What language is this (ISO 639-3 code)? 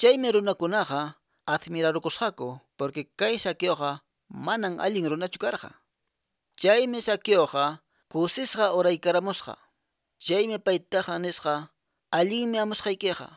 que